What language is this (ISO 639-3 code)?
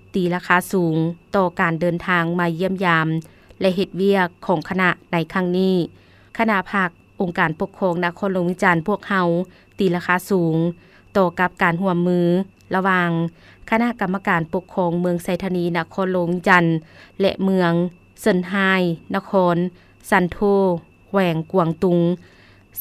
lao